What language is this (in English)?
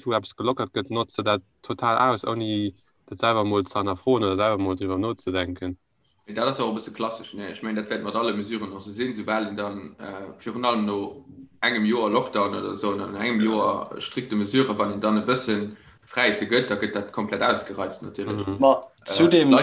Luxembourgish